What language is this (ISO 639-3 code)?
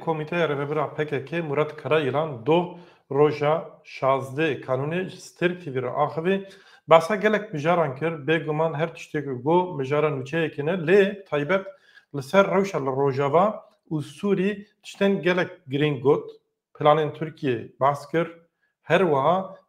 kur